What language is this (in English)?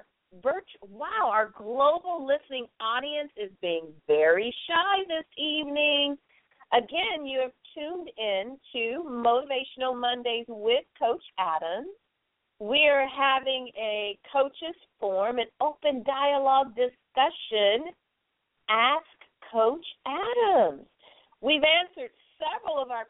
English